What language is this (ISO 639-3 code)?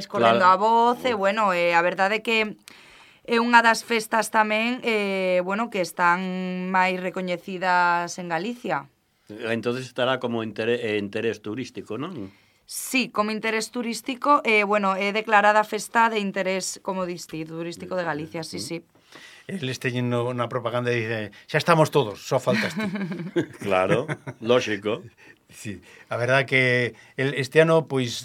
glg